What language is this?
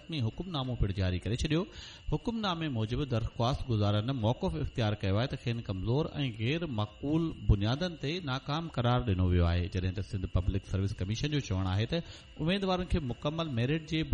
Sindhi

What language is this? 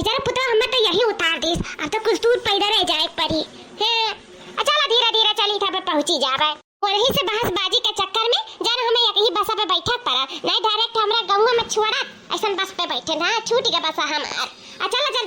Awadhi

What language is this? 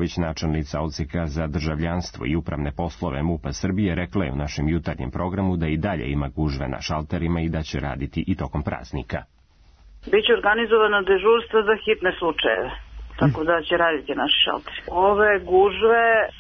Serbian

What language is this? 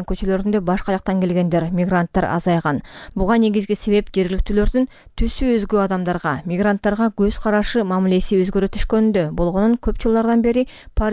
Kyrgyz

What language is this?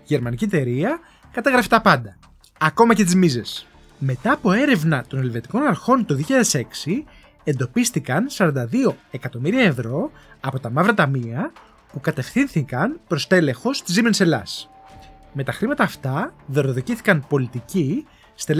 Greek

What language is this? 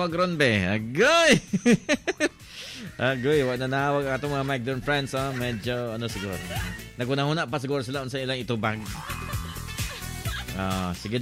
Cebuano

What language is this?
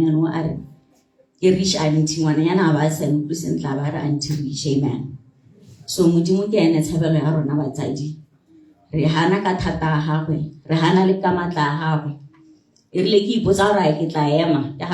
Tswana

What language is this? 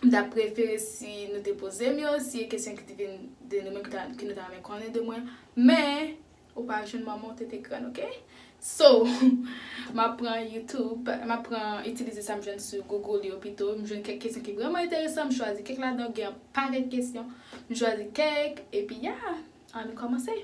Haitian Creole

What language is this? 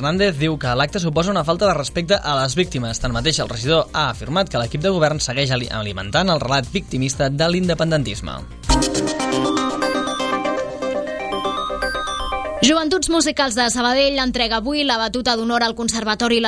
Catalan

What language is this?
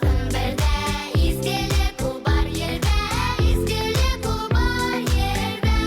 Bashkir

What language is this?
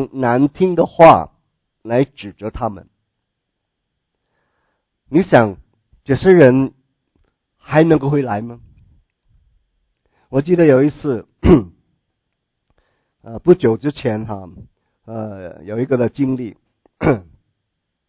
Chinese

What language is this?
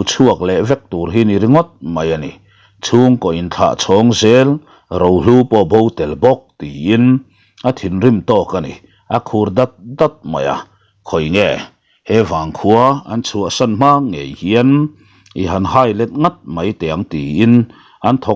Mizo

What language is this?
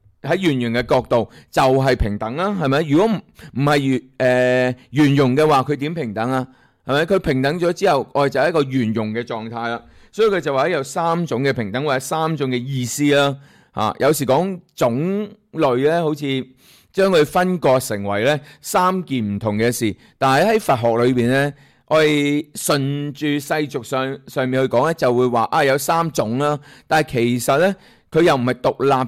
Cantonese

